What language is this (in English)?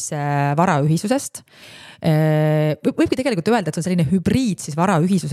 Estonian